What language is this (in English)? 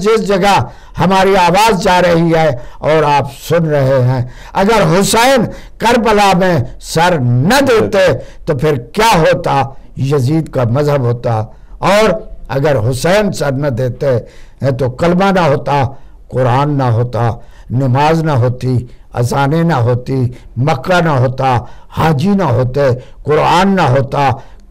Urdu